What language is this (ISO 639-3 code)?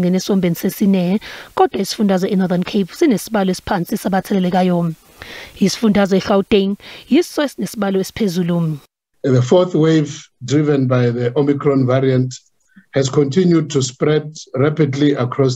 zul